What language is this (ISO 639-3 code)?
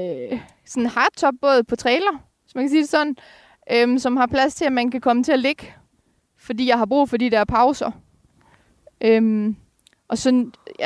dan